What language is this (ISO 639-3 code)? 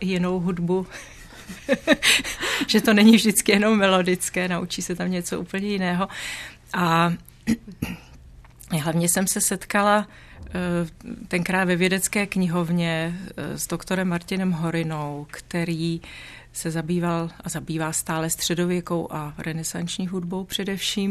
ces